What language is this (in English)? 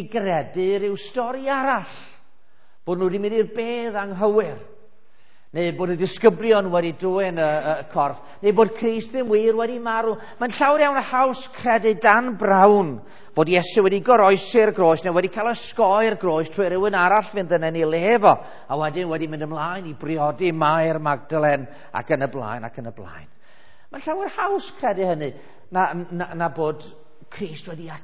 Welsh